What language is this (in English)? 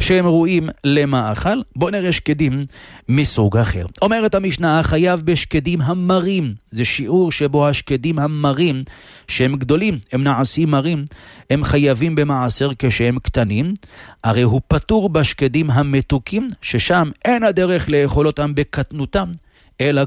Hebrew